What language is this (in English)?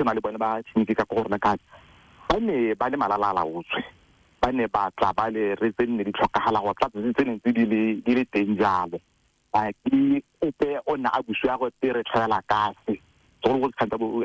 Tswana